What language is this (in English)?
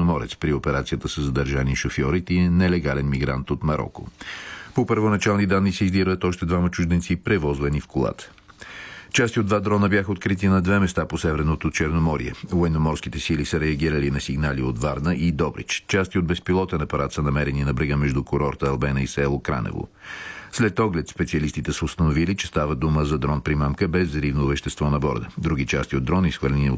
Bulgarian